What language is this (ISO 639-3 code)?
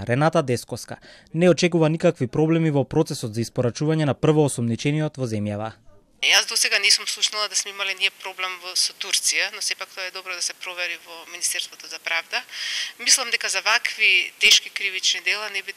mkd